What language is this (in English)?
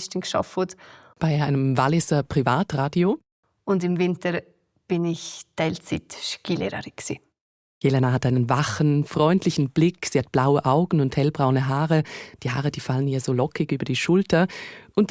Swiss German